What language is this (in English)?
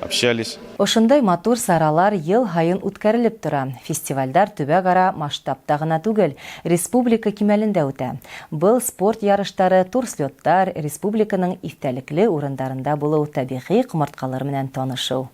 Bashkir